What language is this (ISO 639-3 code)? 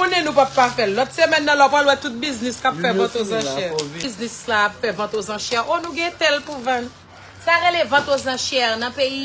hat